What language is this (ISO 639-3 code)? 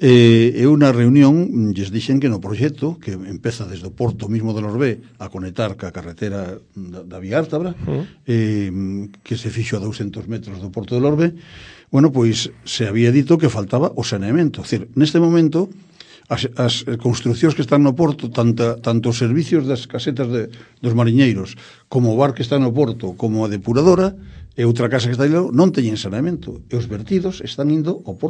glg